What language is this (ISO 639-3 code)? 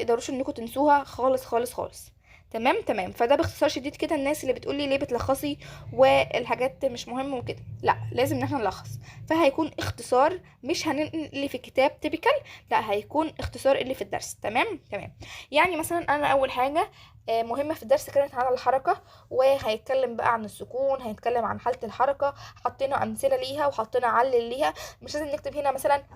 arz